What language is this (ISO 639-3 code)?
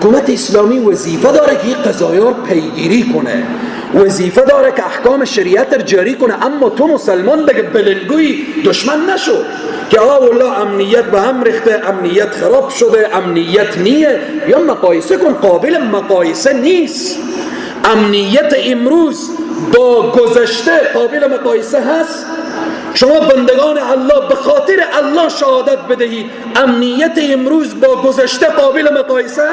fas